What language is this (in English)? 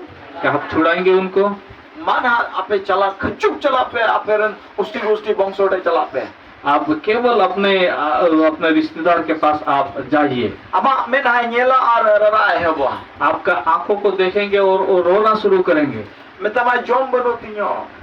Santali